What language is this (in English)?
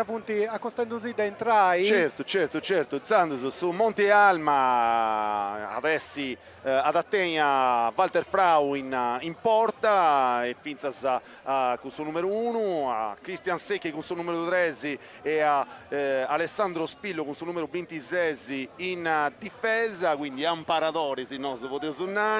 Sardinian